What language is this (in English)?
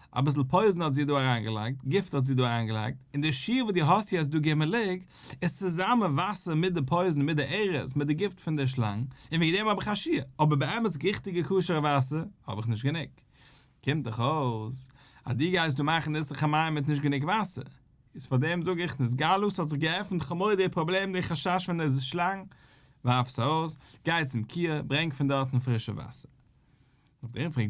Yiddish